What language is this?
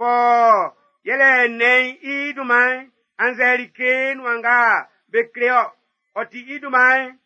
Baoulé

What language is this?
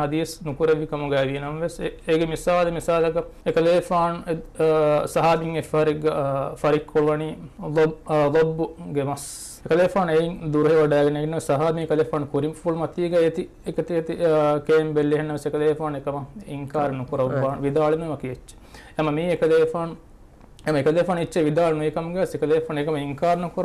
Divehi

